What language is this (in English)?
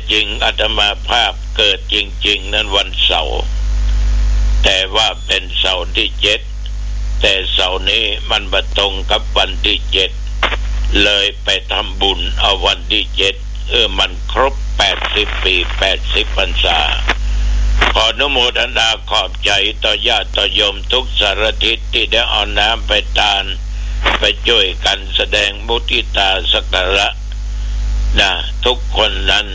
Thai